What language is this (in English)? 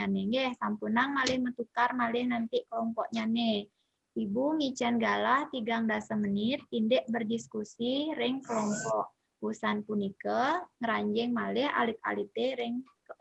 Balinese